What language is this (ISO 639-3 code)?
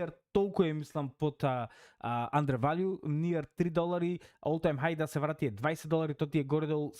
mkd